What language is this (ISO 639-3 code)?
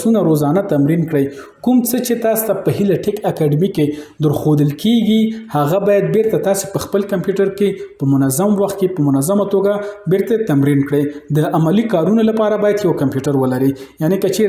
pus